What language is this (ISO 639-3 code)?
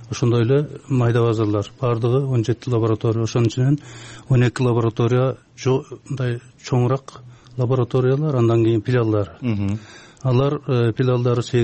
kir